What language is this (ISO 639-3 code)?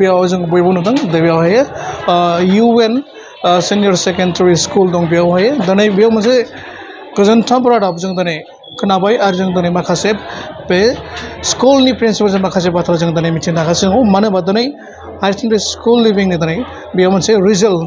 brx